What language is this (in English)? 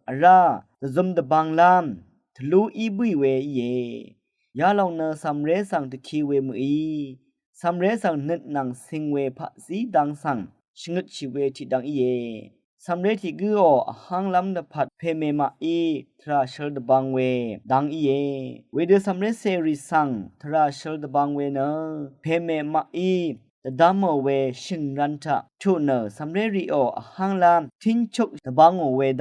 Rawang